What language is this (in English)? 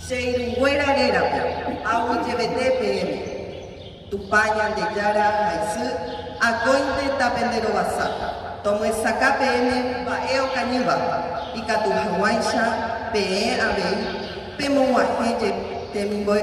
Guarani